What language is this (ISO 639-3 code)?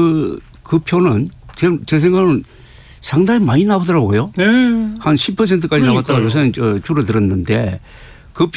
kor